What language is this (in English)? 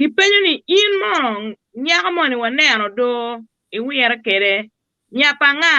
Acoli